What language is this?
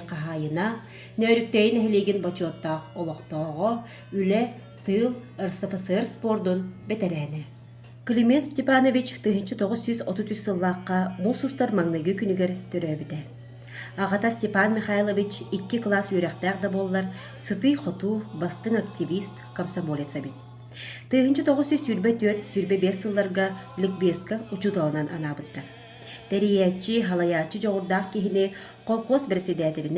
Yakut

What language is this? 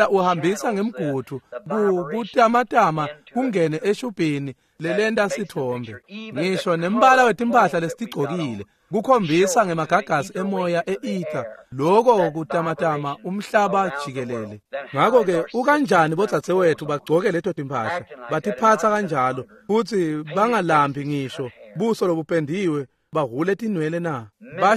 Swati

